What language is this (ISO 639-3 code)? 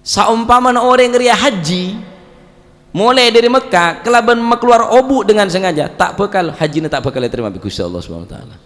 mad